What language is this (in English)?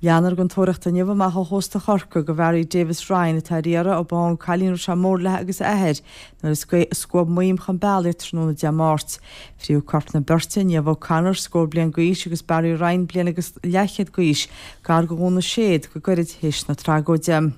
Irish